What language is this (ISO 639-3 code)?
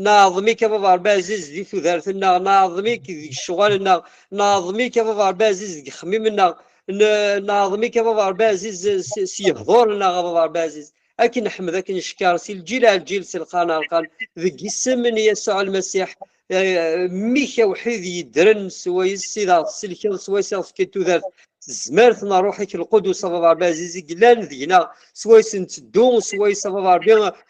kab